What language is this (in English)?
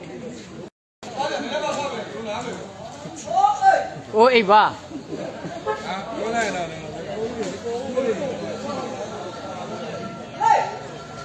Burmese